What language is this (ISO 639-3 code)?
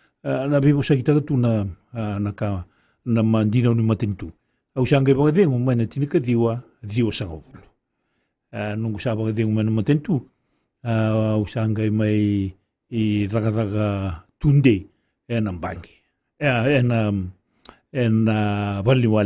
fij